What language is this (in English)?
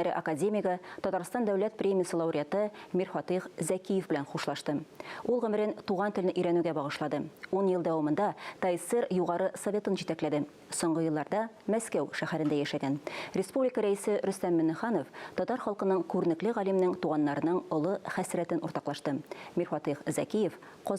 Tatar